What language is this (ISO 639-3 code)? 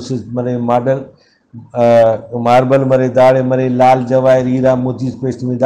brh